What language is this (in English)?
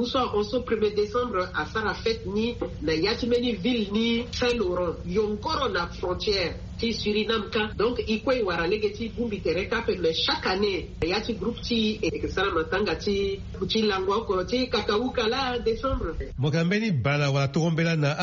Sango